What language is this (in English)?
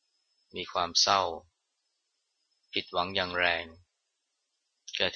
Thai